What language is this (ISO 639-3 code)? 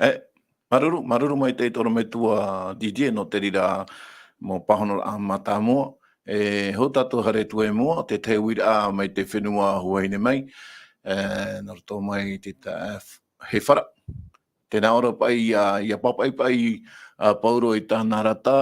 tah